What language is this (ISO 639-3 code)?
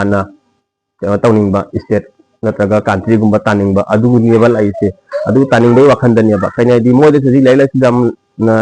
mni